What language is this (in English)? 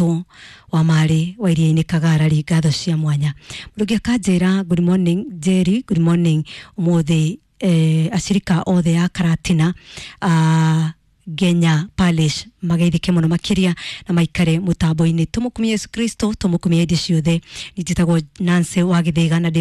Kikuyu